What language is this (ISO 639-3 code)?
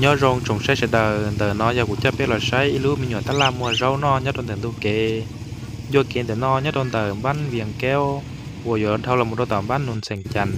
hmn